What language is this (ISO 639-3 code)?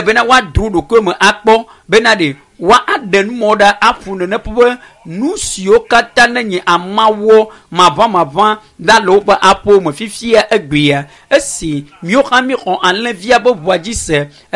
ewe